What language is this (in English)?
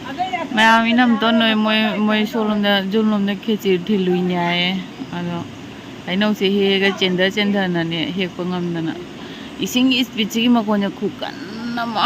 Manipuri